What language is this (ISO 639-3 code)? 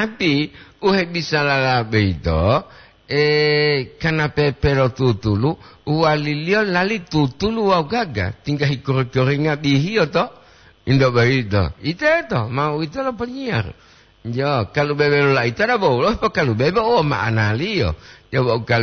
gor